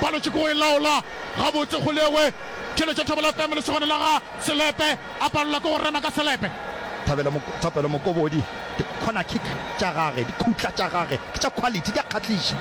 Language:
Northern Sotho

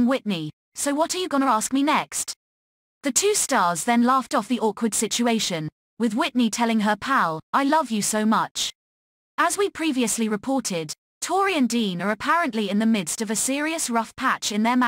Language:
English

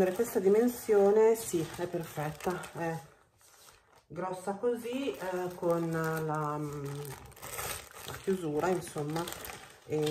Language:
Italian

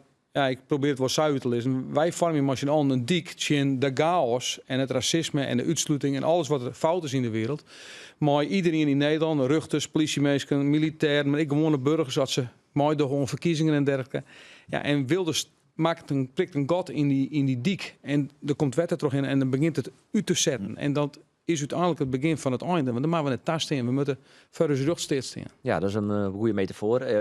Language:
Western Frisian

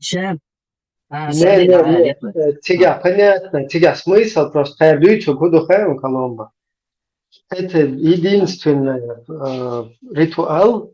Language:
Chechen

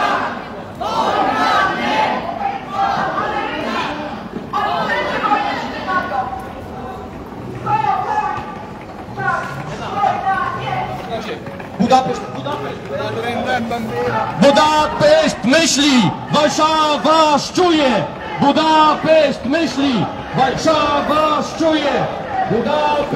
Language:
Polish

